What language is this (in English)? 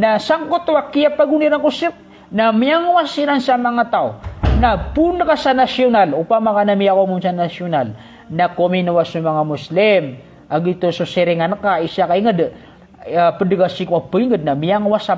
Maranao